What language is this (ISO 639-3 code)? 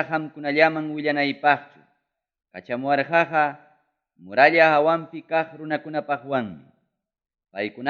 quy